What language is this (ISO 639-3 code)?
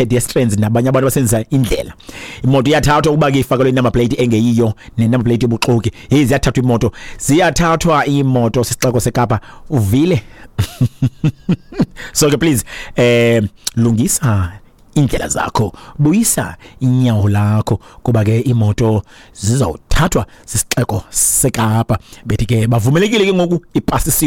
xho